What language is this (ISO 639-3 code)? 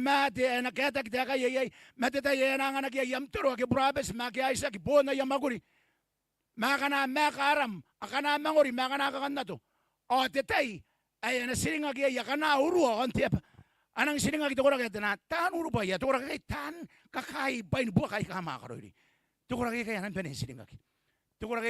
gil